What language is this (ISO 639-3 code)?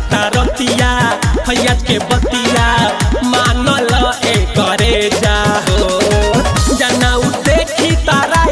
bho